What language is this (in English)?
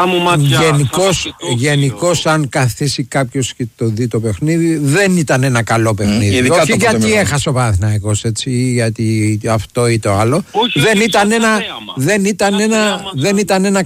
Greek